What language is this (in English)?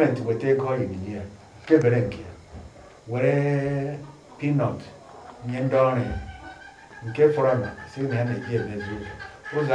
Igbo